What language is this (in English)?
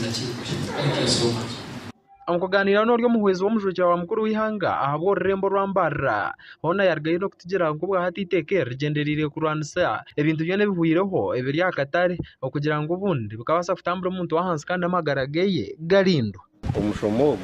Nyankole